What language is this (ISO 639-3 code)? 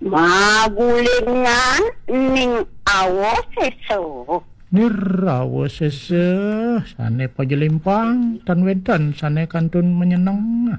ban